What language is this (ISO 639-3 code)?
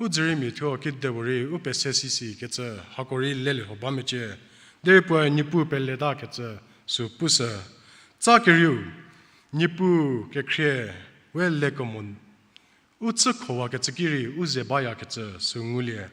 njm